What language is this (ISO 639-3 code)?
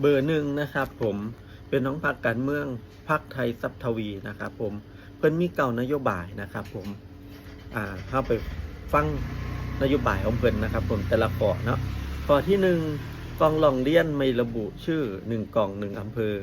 tts